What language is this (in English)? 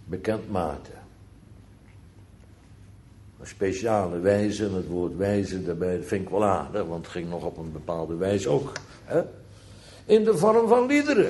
Dutch